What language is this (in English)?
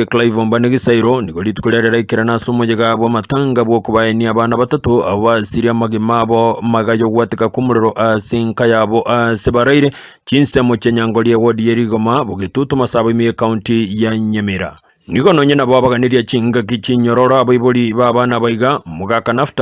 Gusii